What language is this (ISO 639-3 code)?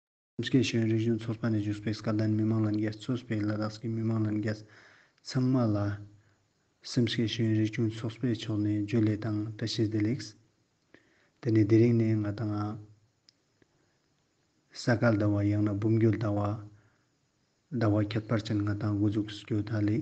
lbj